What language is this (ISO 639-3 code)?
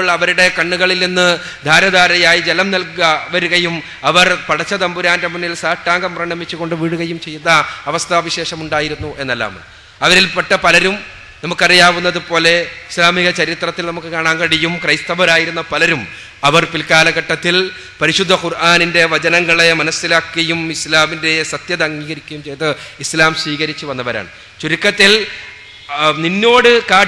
mal